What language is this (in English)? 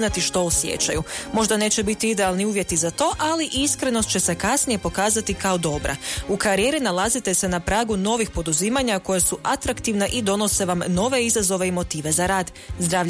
Croatian